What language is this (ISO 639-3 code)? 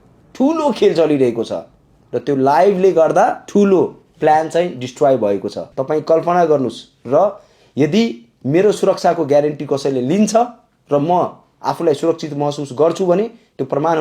nep